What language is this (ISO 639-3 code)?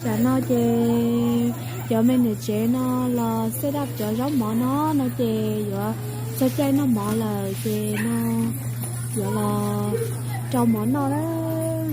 hmn